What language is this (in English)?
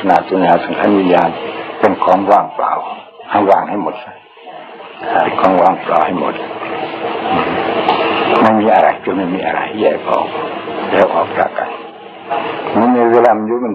Thai